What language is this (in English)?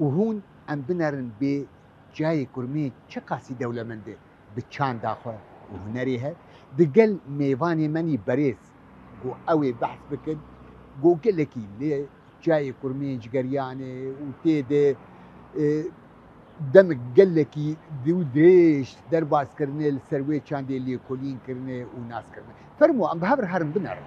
Kurdish